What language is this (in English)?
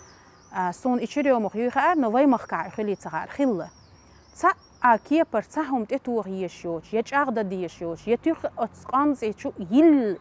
Chechen